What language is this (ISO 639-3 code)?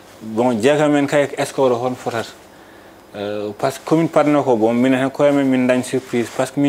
ful